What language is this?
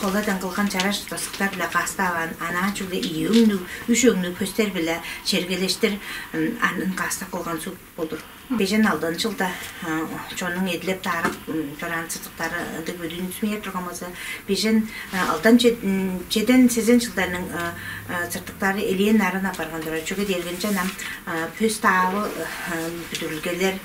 Tuvinian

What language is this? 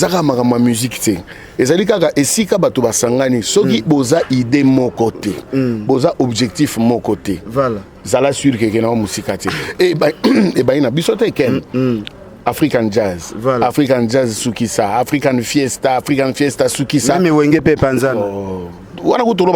Lingala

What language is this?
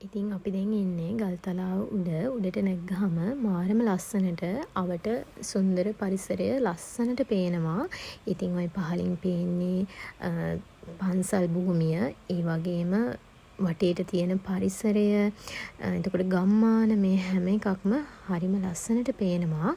Sinhala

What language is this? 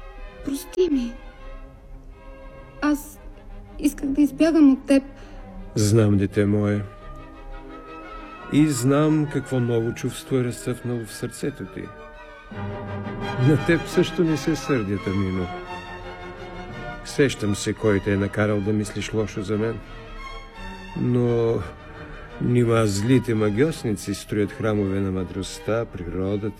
Bulgarian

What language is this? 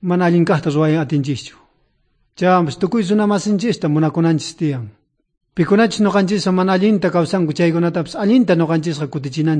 South Bolivian Quechua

